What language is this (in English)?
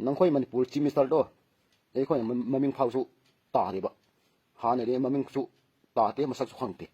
Manipuri